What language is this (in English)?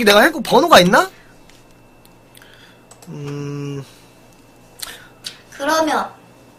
Korean